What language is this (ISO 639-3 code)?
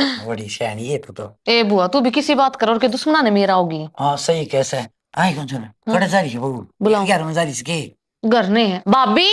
bgc